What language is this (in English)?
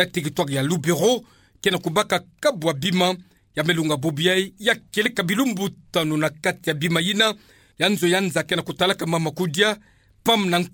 Kituba (Democratic Republic of Congo)